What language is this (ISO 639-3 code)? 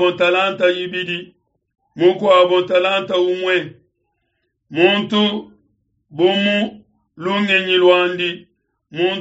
lua